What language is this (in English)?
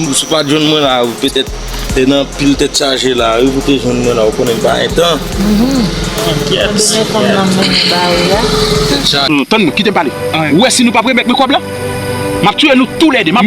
Haitian Creole